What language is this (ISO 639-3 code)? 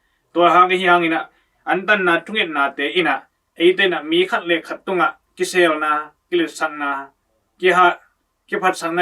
ctd